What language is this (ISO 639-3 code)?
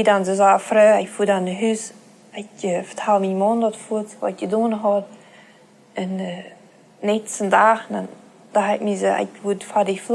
pdt